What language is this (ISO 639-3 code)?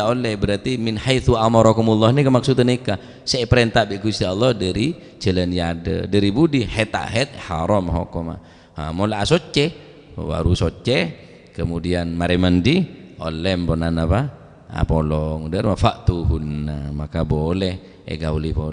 mad